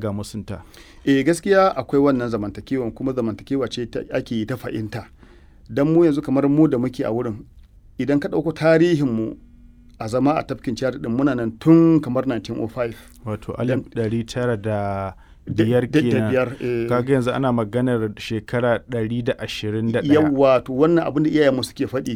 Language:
Hausa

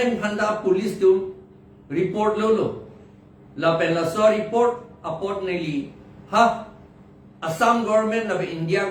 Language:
Karbi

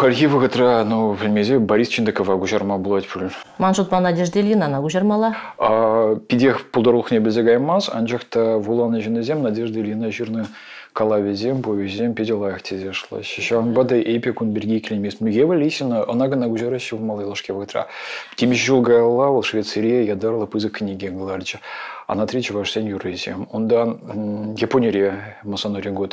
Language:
Chuvash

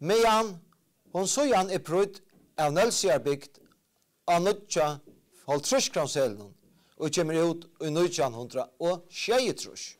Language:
Faroese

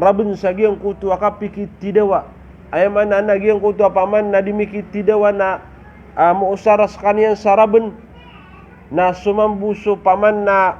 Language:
Maranao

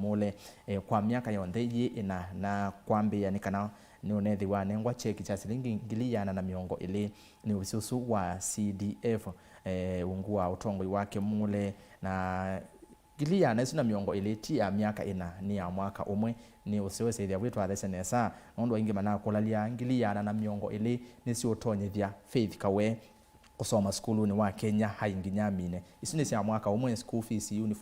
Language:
Kamba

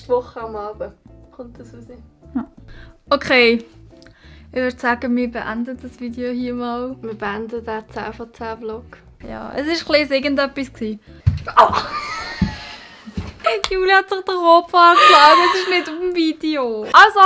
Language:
Swiss German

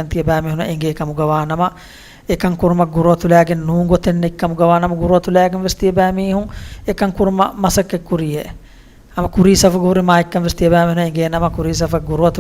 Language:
Divehi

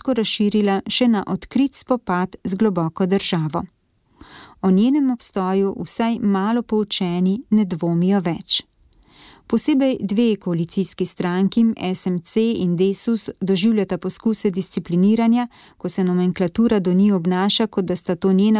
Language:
Slovenian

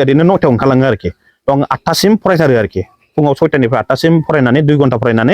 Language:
Bodo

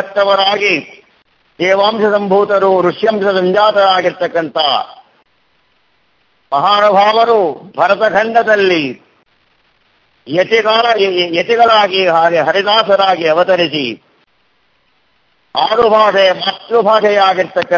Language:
Kannada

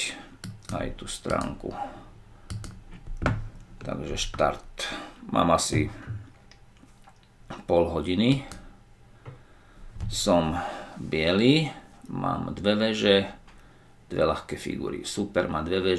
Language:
Slovak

